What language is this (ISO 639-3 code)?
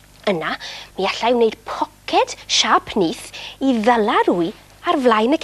cym